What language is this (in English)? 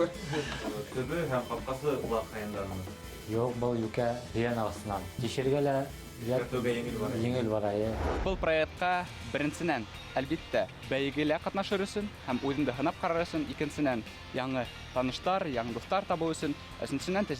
Bashkir